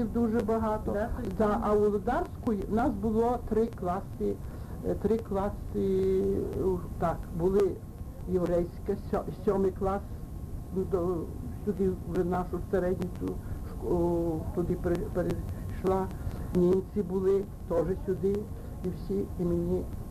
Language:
Ukrainian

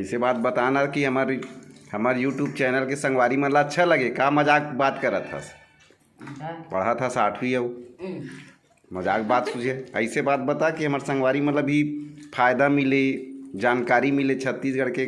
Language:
Chhattisgarhi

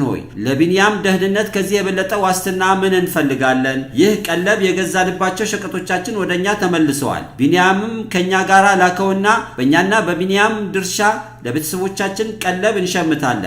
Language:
Amharic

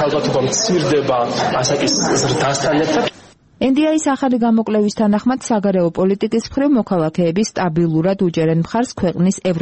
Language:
Georgian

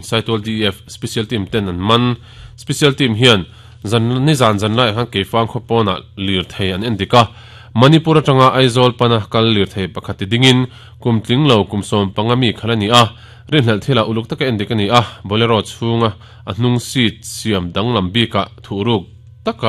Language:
Mizo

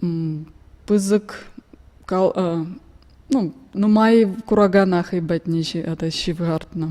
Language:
Chuvash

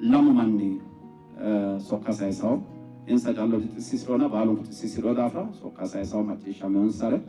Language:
Sidamo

